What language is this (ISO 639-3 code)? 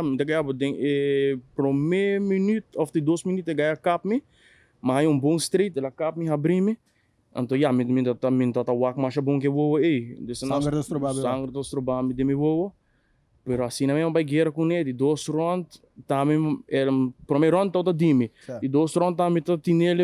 pap